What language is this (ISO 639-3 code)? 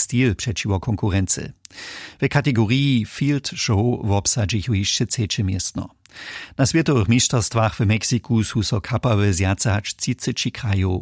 hsb